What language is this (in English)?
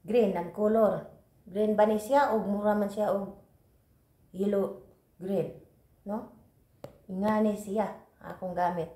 Cebuano